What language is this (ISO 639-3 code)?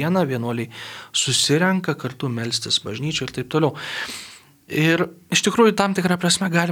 lit